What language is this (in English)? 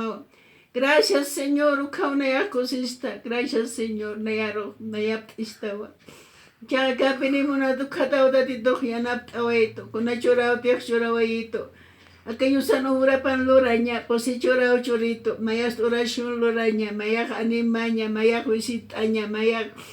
Aymara